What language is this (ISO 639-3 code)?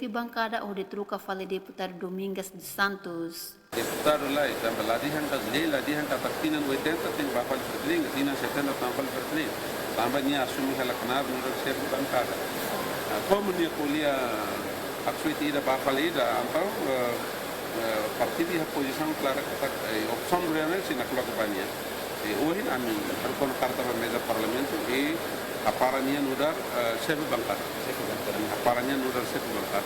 tet